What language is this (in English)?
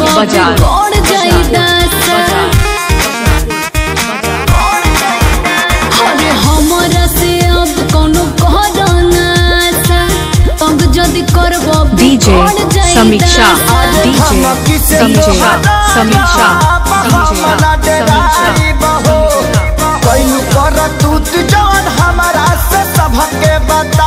Bhojpuri